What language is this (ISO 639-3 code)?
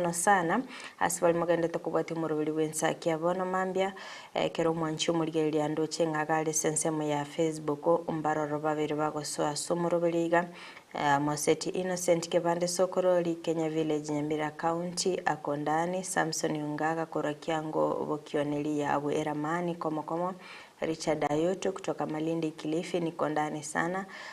guz